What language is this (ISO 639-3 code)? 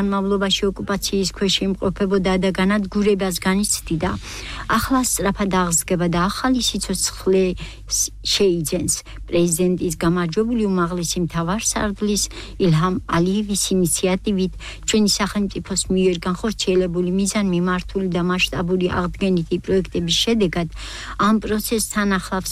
kat